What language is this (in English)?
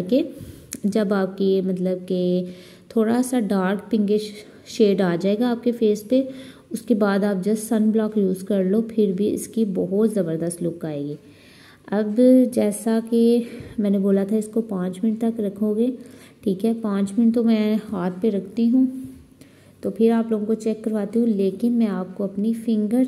Hindi